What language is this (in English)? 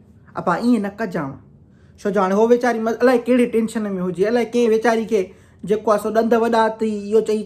Sindhi